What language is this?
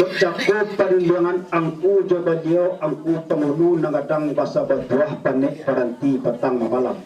Minangkabau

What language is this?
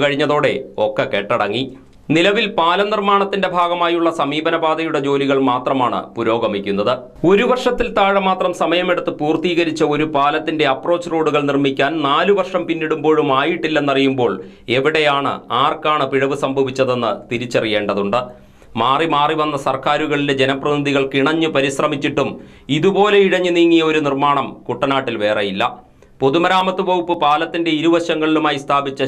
Malayalam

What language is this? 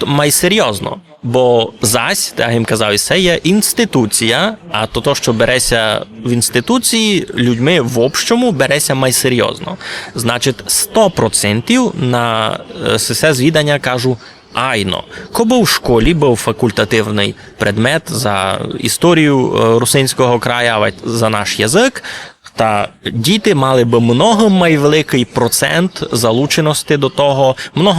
Rusyn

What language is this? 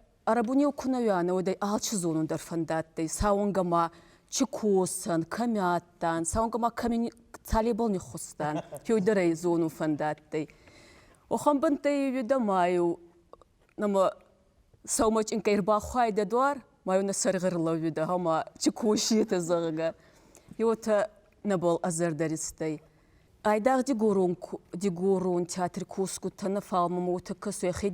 Ossetic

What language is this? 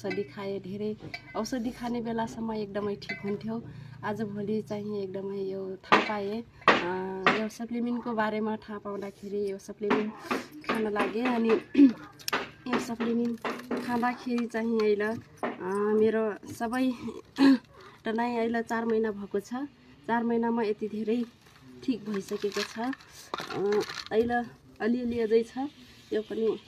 Nepali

